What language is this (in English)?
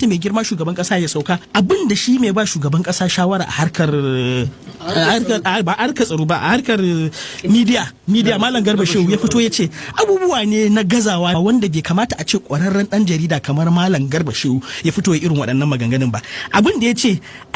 Hausa